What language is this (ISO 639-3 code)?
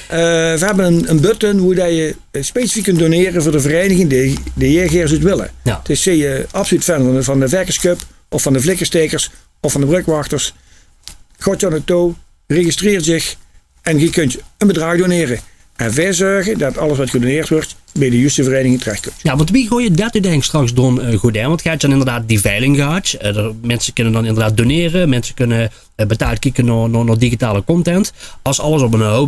lim